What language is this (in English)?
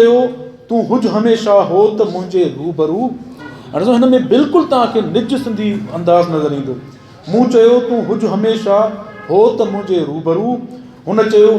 Sindhi